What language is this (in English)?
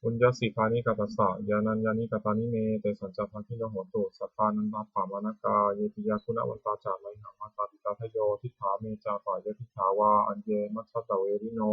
Pali